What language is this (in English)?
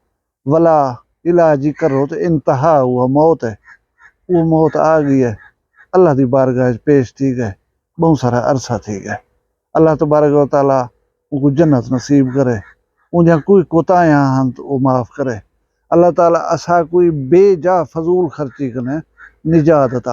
Saraiki